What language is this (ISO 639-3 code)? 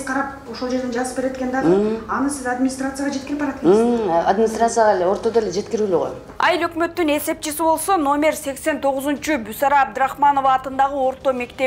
kir